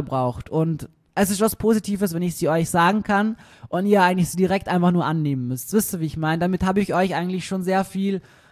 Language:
German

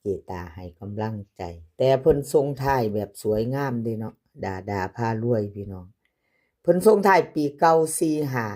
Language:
Northeastern Thai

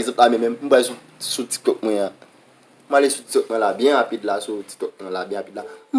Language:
Haitian Creole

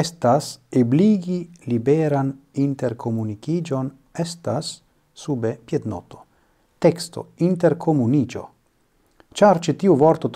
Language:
Esperanto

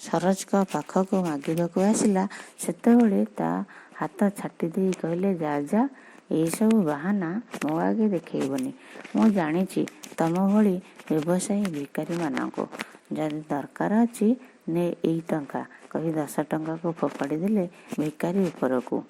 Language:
Odia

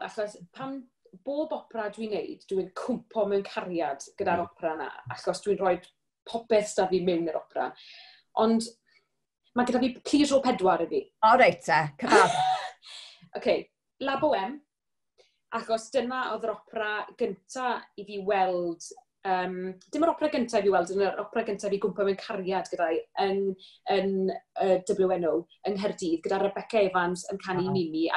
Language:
Welsh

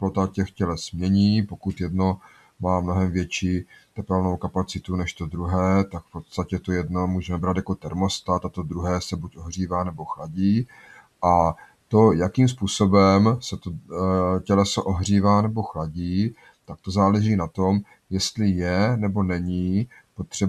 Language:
Czech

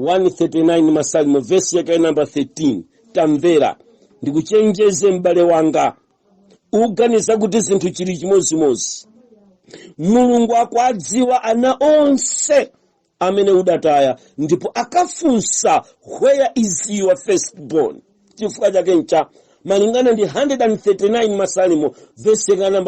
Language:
Nyanja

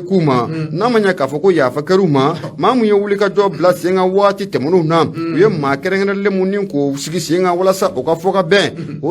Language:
Bambara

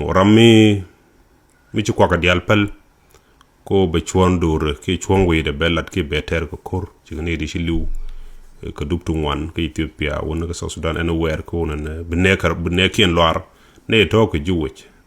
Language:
Nuer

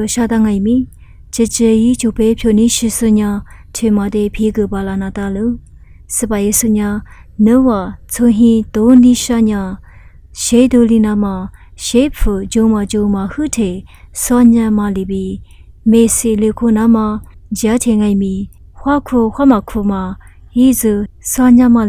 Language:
Lisu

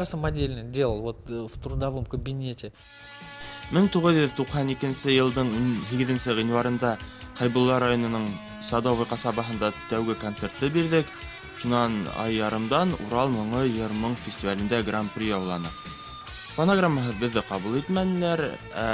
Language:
Bashkir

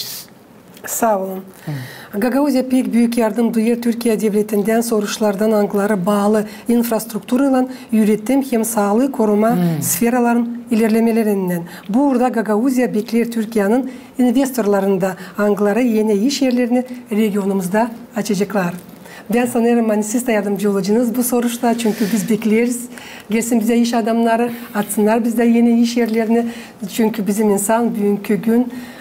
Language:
Gagauz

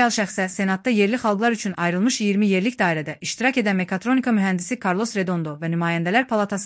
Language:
Azerbaijani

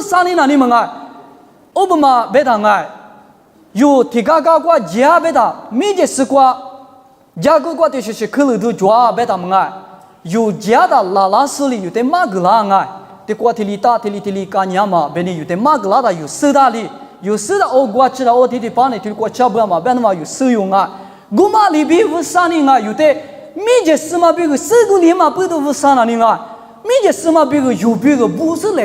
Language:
Lisu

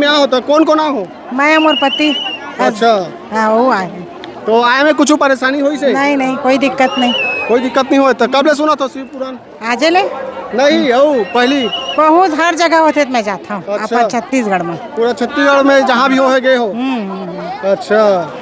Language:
Chhattisgarhi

